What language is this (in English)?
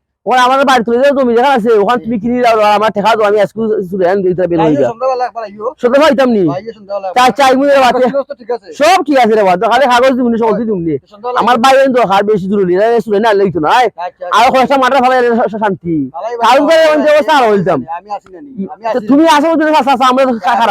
Sylheti